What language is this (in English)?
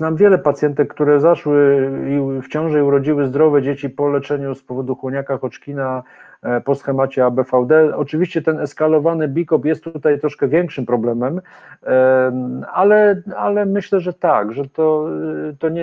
Polish